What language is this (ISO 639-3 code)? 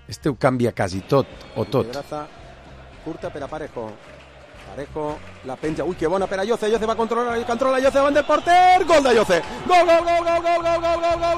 cat